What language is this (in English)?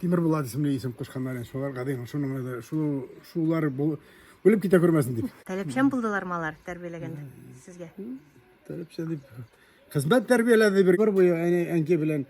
Tatar